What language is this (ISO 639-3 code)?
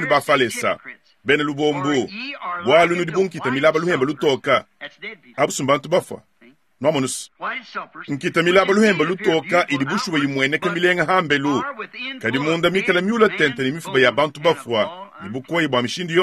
lua